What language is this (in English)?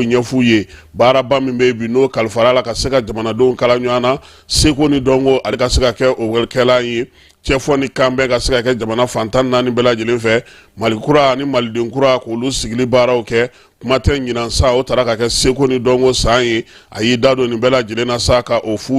Bambara